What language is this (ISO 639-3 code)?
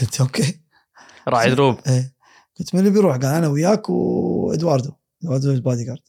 afb